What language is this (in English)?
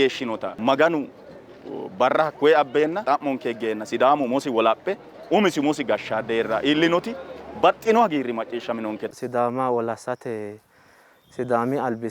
Sidamo